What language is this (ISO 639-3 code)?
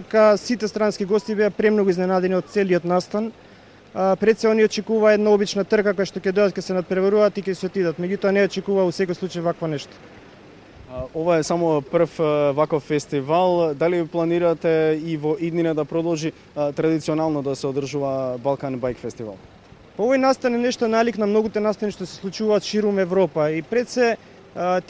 mkd